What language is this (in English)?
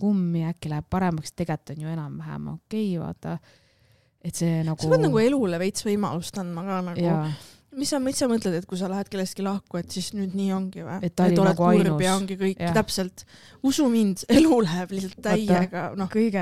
Estonian